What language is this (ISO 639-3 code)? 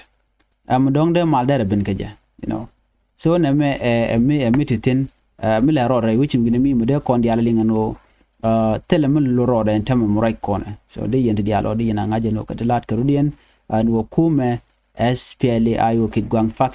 nus